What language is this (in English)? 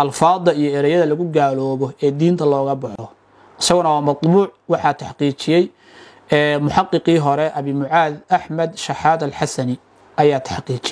Somali